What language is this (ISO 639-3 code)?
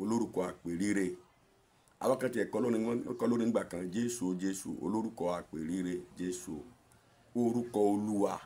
yor